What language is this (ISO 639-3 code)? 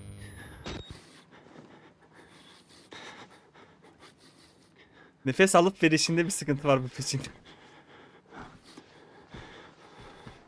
tur